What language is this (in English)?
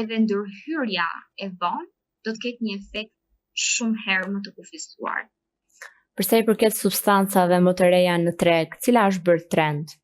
Albanian